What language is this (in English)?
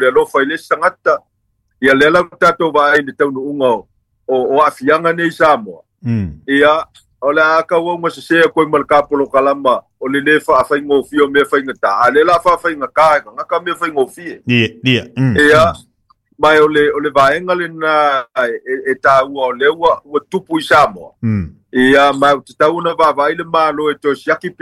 Samoan